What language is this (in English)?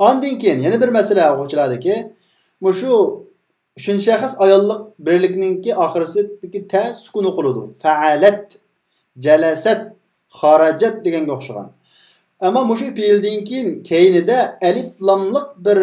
Uyghur